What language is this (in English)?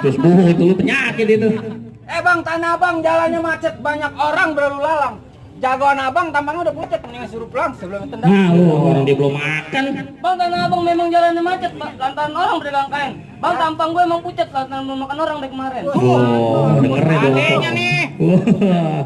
Betawi